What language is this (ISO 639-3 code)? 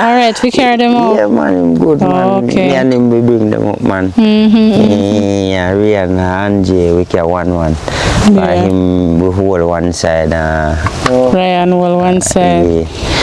jam